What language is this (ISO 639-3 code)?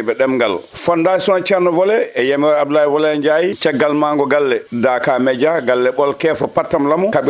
ful